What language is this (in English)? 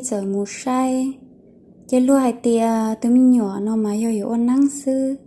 Hmong